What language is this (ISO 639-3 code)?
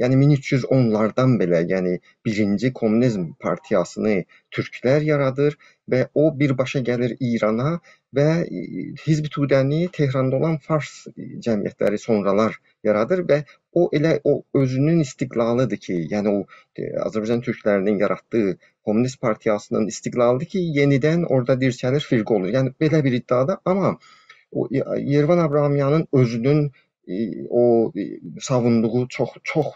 azb